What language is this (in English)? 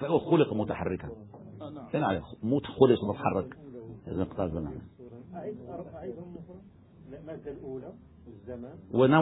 Arabic